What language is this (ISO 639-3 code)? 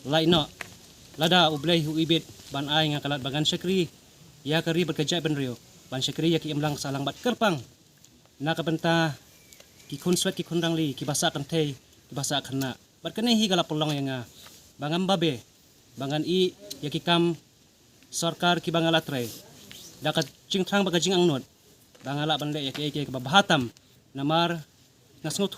kha